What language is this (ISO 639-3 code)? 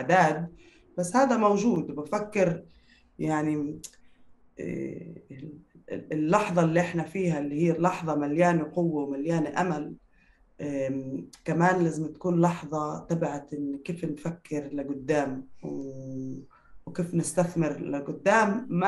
apc